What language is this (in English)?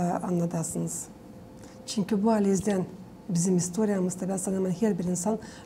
Gagauz